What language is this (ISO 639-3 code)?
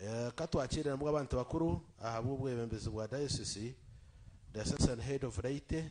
nyn